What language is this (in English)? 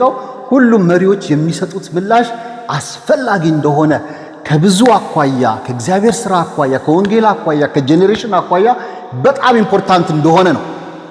Amharic